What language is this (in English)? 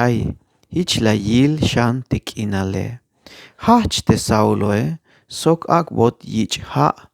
Tzeltal